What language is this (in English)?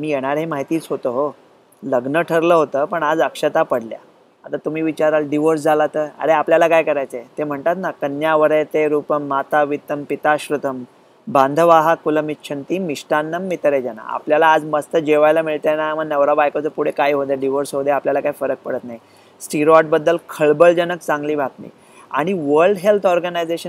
Marathi